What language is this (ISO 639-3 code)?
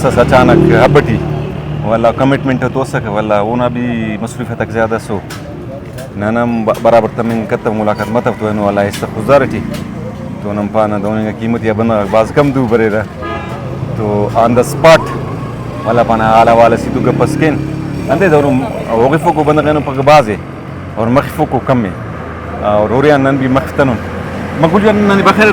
brh